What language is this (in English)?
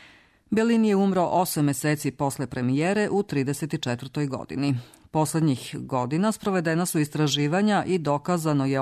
Serbian